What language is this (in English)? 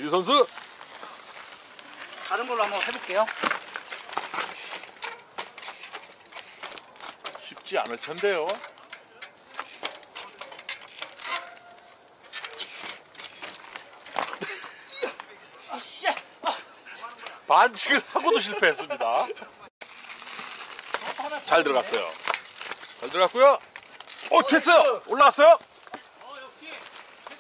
Korean